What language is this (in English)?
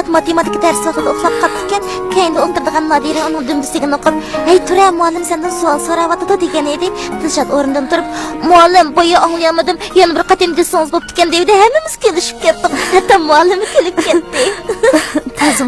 Uyghur